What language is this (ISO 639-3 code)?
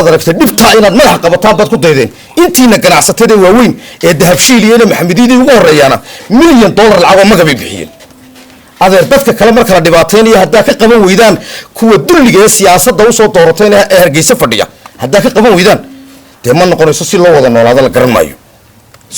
som